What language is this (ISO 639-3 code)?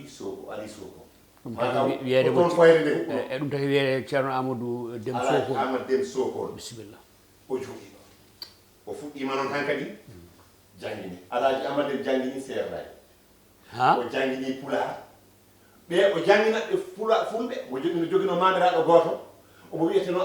ful